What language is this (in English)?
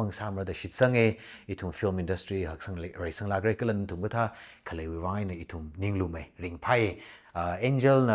Tangkhul Naga (India)